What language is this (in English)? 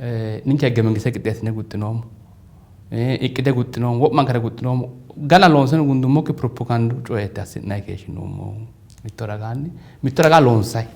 Sidamo